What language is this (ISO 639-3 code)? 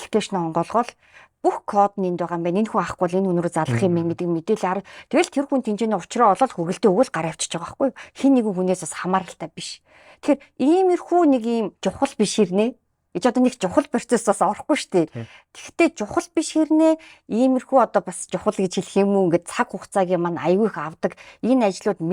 mon